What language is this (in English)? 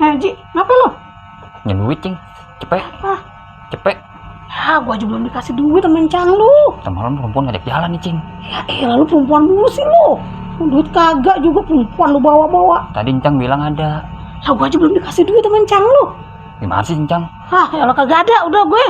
Betawi